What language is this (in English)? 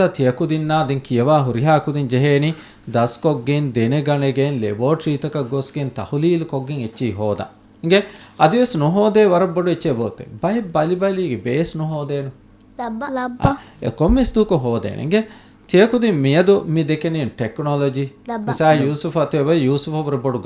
Divehi